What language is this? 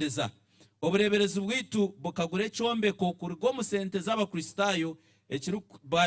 Nyankole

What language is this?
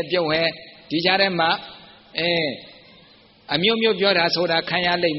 Burmese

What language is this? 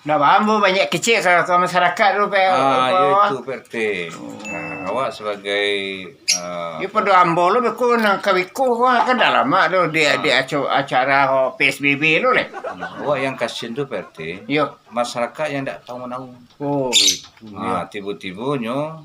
Minangkabau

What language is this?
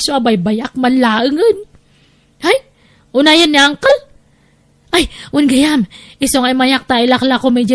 Iloko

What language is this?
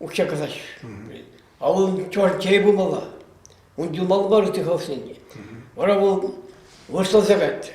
Chuvash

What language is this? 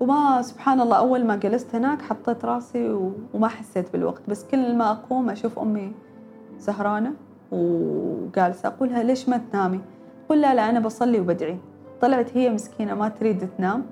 Gulf Arabic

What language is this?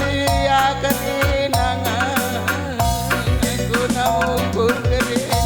Batak Karo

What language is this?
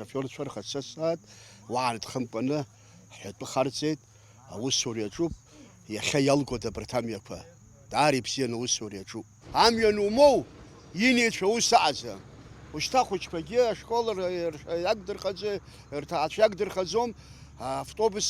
Abkhazian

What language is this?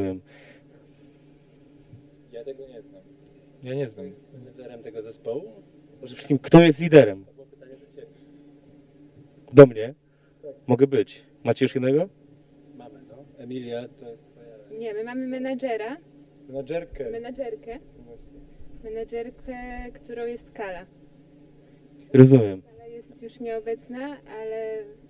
Polish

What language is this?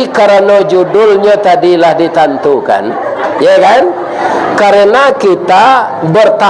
Minangkabau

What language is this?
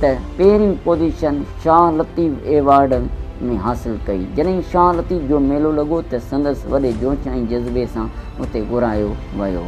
Sindhi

